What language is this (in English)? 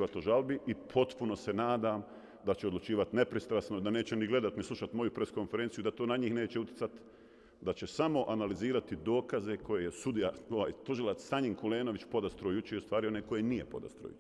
Bosnian